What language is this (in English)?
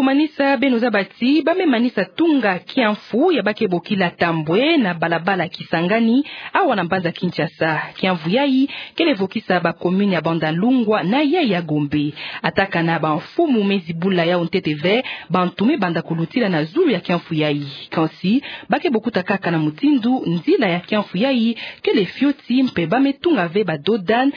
Kituba (Democratic Republic of Congo)